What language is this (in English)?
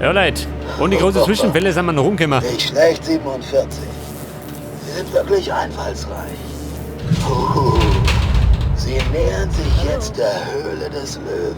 Bavarian